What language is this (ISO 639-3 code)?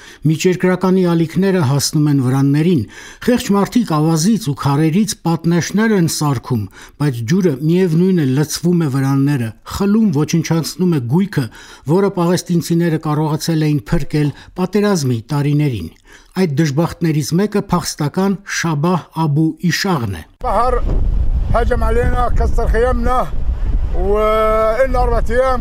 hye